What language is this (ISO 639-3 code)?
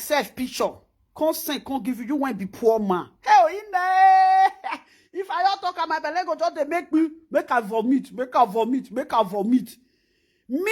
pcm